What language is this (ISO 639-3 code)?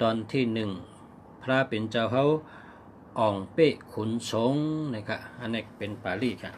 shn